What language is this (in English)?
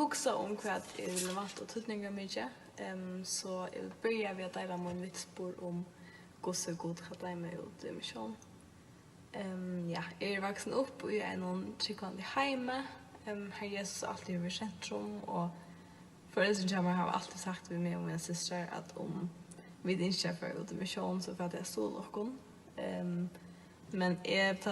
Faroese